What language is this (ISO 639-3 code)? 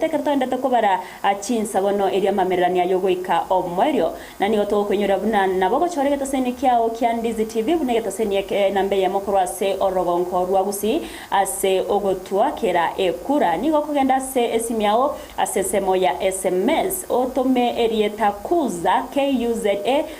guz